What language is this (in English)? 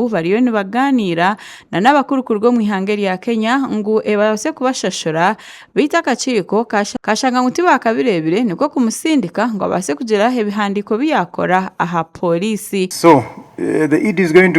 Nyankole